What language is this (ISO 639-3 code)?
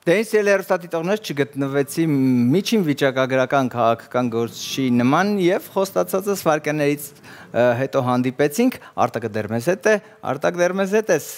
hye